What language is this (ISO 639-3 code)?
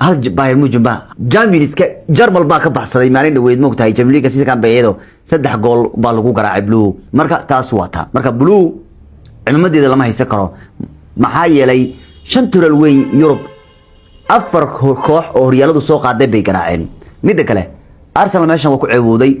som